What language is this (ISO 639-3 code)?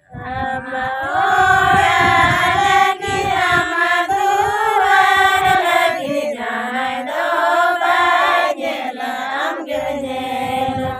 sat